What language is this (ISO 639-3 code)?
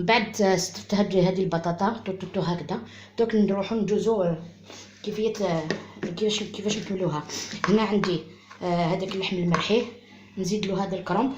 arq